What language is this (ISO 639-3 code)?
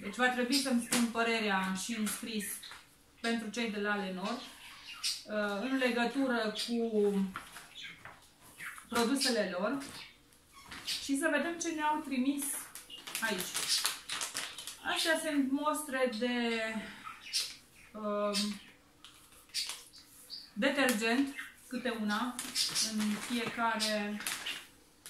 ron